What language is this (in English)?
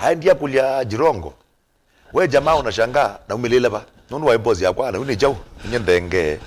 Kamba